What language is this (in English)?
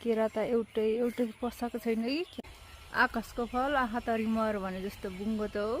Nepali